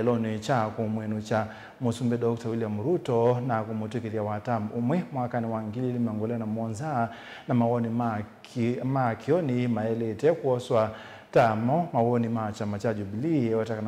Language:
Kamba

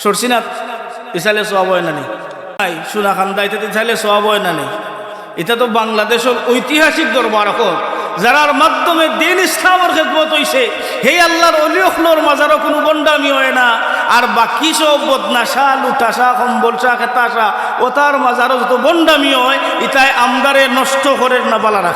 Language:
Sylheti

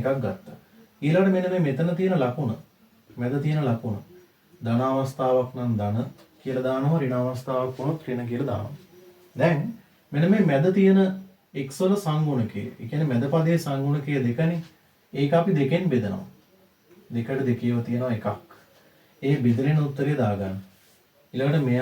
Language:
Sinhala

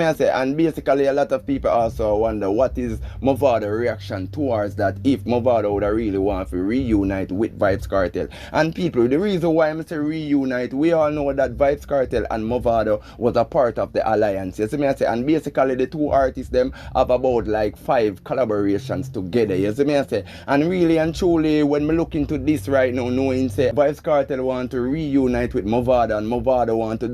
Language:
Jamaican Creole English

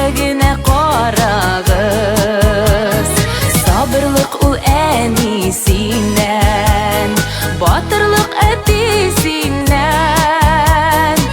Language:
Bashkir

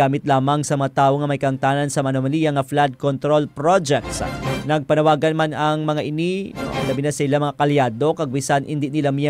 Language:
Hiligaynon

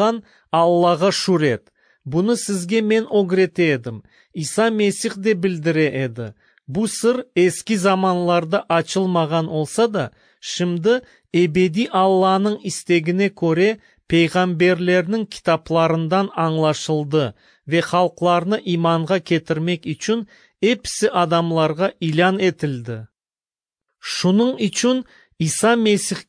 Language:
Crimean Tatar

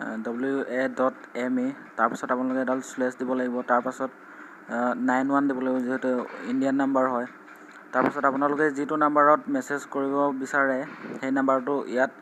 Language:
Assamese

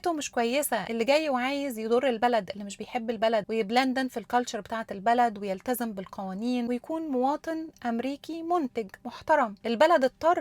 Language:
Egyptian Arabic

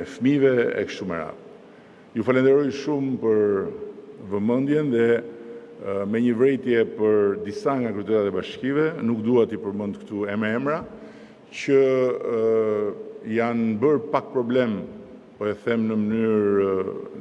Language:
Albanian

